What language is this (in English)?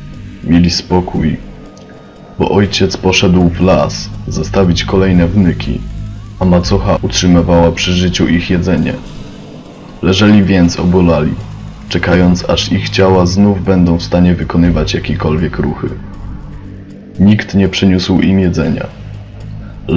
Polish